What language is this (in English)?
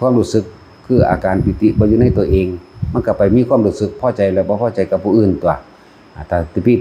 Northeastern Thai